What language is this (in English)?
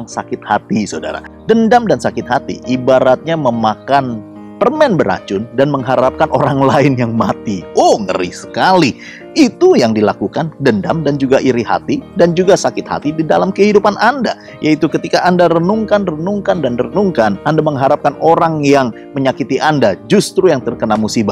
Indonesian